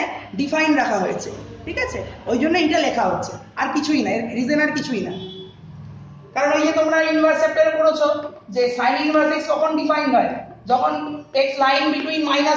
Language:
Bangla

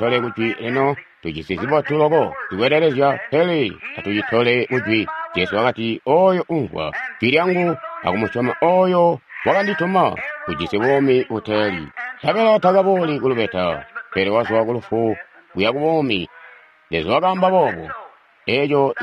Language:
Tonga (Zambia)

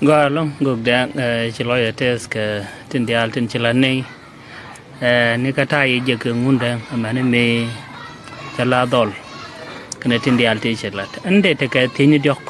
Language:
Nuer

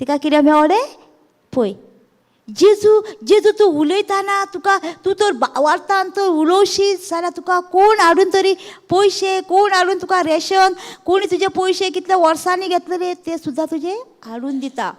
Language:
Konkani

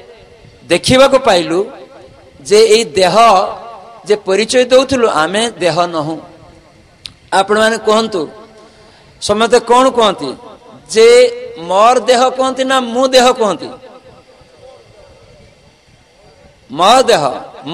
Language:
Odia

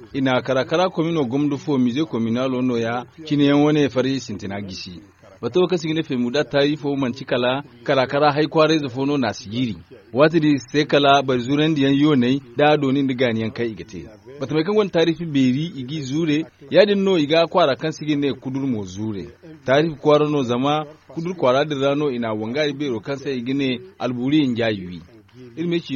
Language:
Zarma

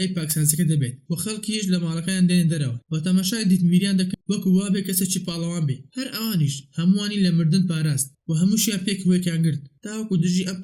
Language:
Central Kurdish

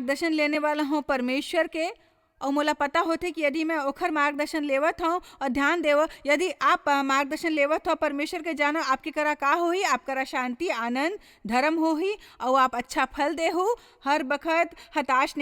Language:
Chhattisgarhi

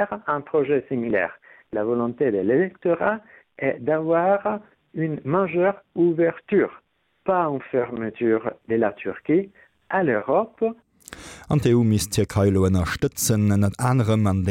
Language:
Luxembourgish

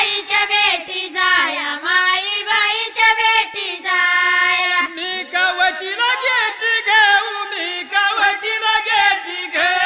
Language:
Marathi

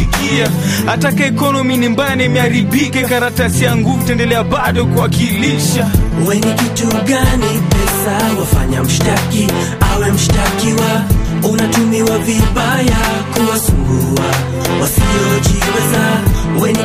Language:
Swahili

